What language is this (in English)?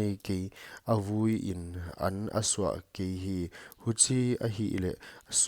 Paite Chin